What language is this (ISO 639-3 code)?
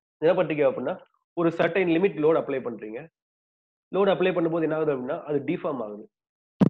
tam